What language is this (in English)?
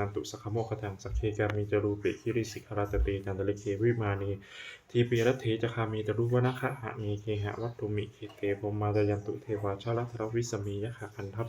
Pali